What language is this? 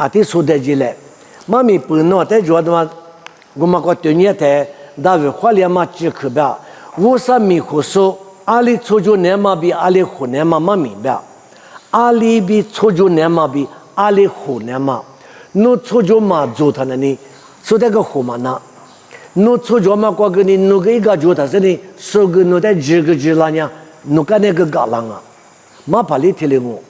Lisu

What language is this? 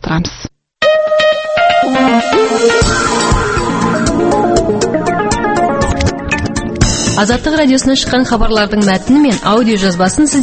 Kazakh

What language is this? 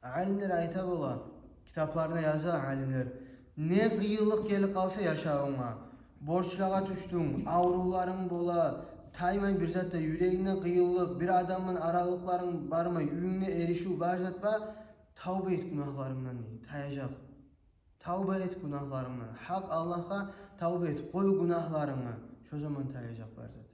Kumyk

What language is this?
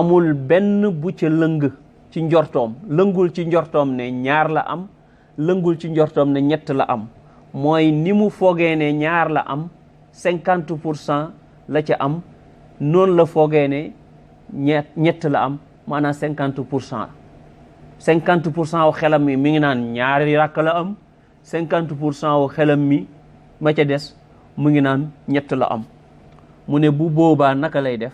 Wolof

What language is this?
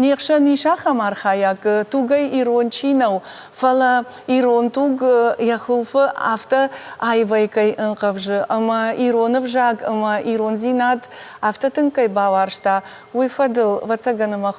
Ossetic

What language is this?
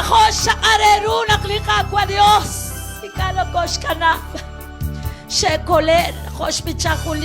Kekchí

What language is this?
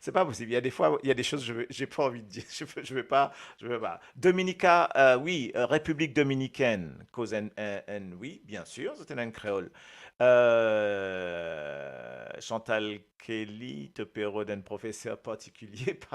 Morisyen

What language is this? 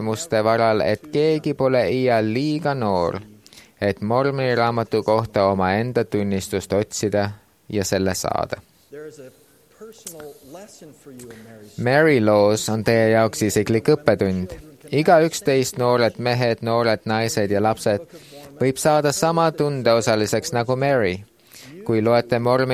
Estonian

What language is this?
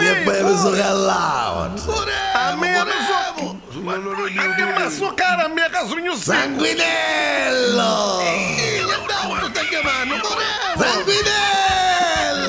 Neapolitan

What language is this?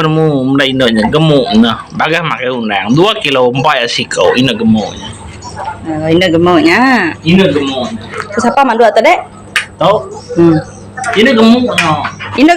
Iban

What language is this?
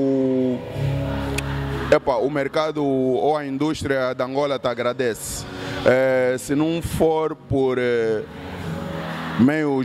Portuguese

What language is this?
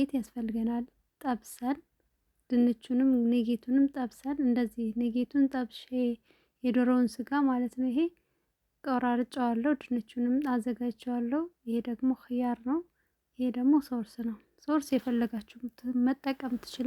Amharic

